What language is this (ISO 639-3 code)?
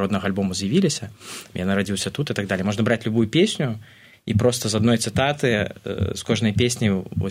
bel